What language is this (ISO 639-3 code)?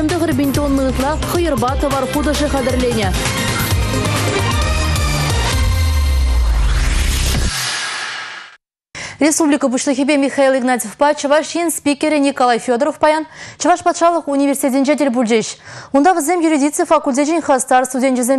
chv